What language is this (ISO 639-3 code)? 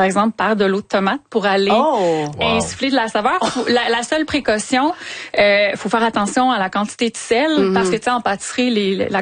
fra